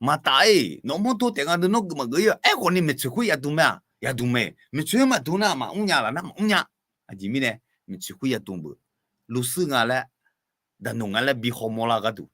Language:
Akha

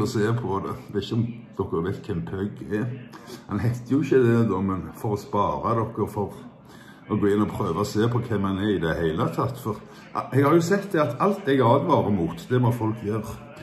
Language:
Norwegian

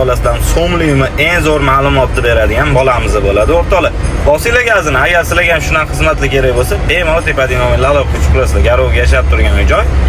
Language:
Uzbek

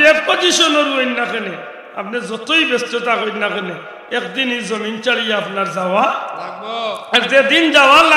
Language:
Sylheti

